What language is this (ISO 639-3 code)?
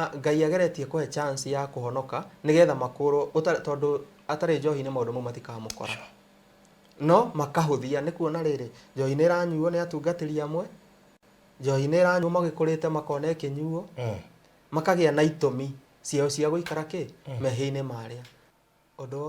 kik